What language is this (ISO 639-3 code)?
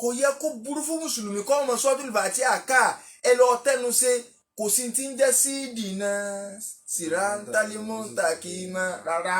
yor